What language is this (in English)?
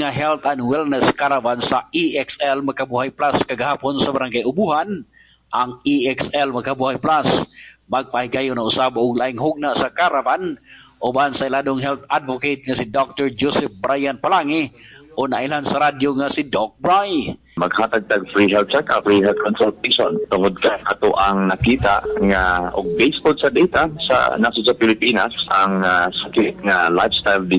Cebuano